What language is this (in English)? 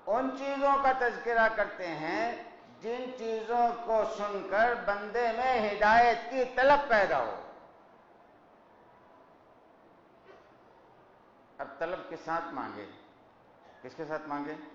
Urdu